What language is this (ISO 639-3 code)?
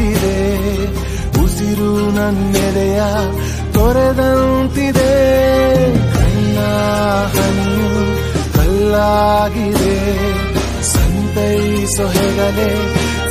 kan